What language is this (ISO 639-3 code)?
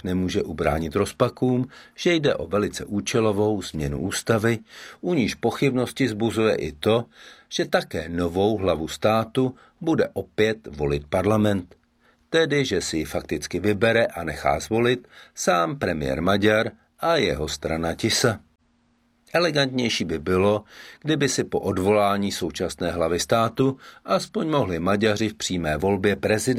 ces